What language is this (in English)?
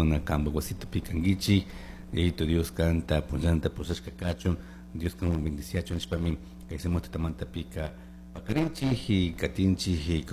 Chimborazo Highland Quichua